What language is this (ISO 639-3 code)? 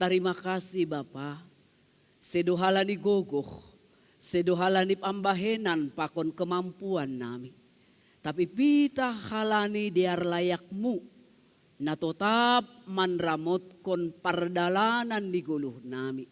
bts